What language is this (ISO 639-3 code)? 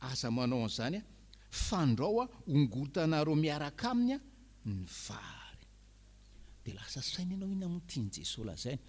mlg